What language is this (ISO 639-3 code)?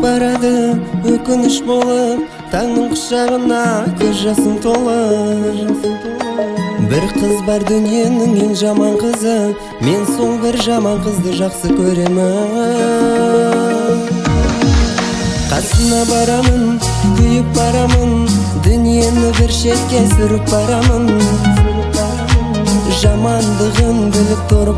kaz